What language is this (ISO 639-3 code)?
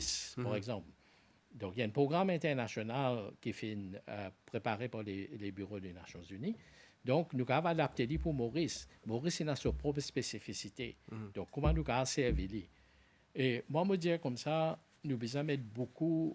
mfe